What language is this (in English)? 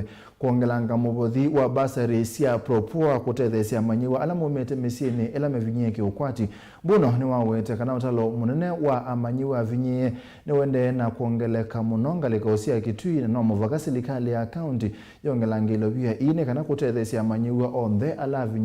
Kamba